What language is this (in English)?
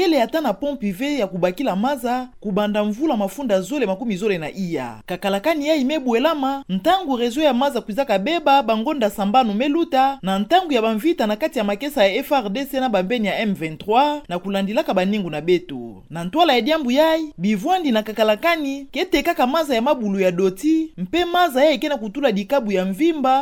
Kituba (Democratic Republic of Congo)